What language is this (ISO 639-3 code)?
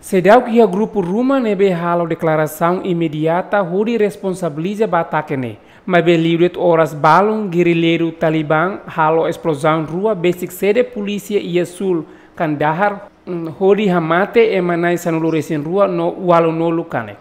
tet